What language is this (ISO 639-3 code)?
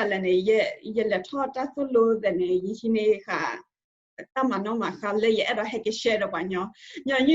ksw